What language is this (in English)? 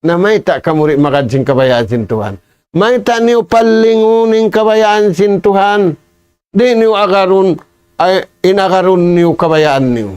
Tausug